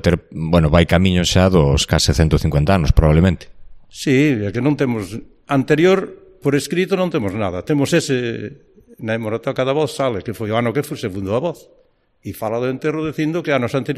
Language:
Galician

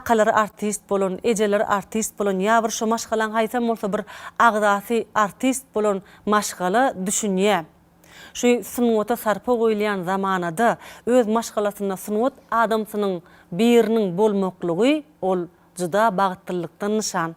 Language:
Turkmen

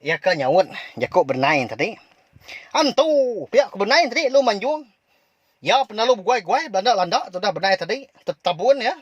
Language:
Iban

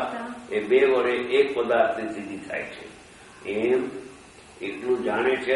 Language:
Gujarati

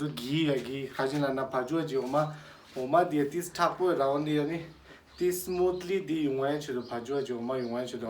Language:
Tibetan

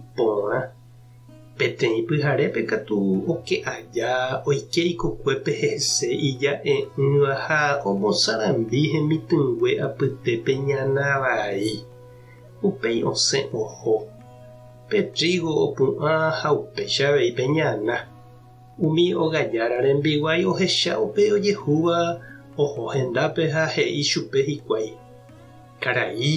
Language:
Guarani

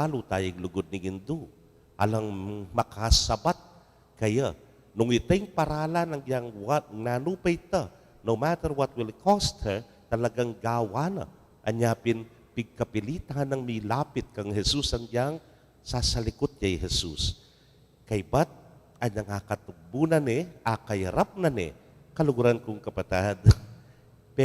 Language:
Pampanga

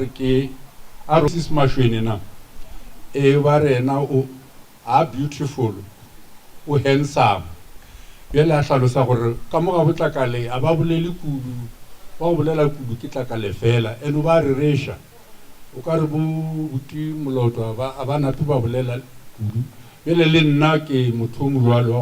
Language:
Northern Sotho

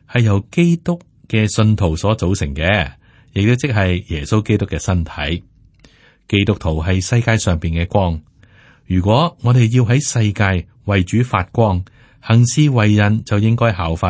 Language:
Cantonese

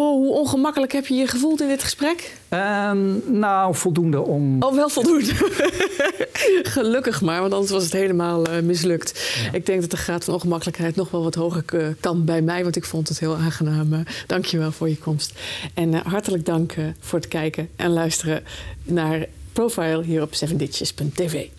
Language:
Dutch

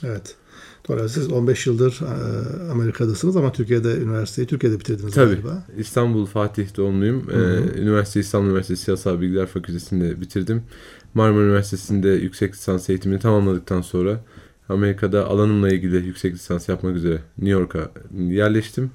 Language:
Turkish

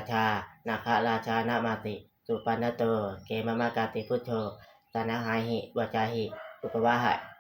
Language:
Pali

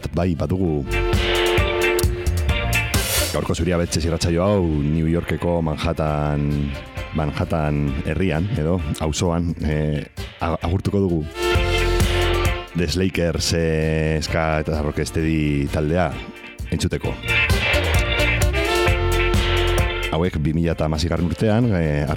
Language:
Basque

